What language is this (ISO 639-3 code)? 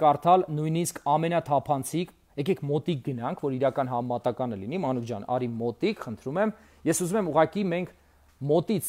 hye